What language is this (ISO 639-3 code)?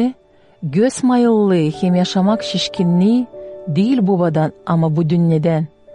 gag